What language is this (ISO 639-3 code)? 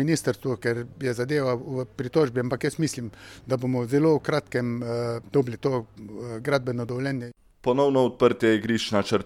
slv